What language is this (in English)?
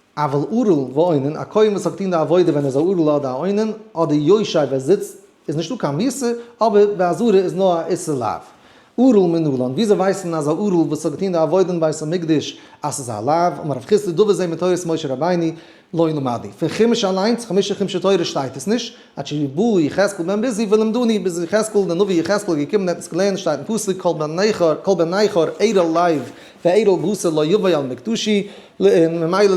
Yiddish